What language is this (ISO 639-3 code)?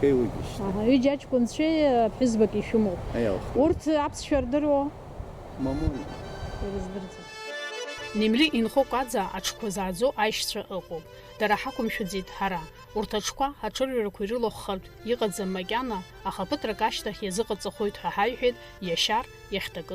abk